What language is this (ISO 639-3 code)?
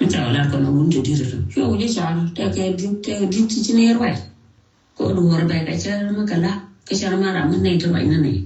nus